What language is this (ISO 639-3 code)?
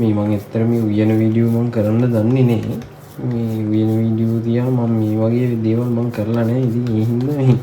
sin